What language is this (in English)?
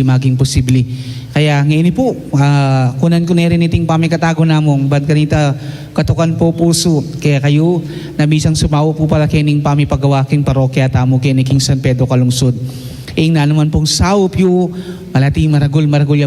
Pampanga